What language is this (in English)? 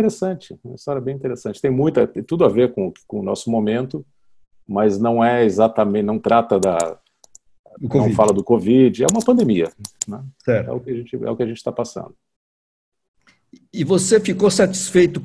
Portuguese